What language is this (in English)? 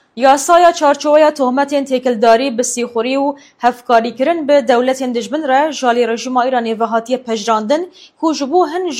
Kurdish